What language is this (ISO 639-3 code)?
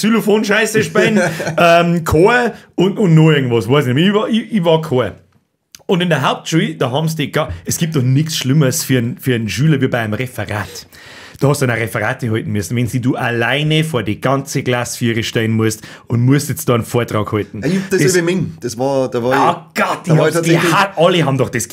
bar